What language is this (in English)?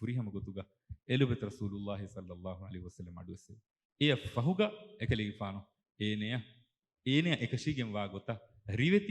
Divehi